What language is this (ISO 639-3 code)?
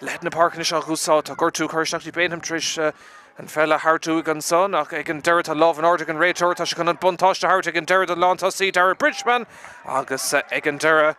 gle